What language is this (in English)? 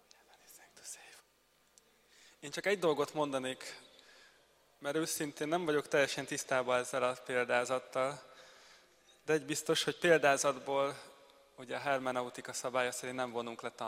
Hungarian